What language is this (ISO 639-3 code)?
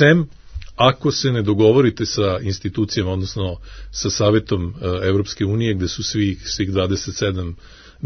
srp